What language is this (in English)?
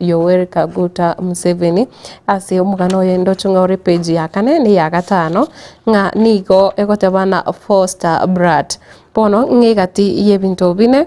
Gusii